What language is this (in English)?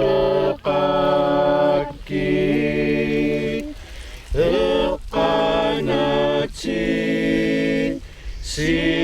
Kalaallisut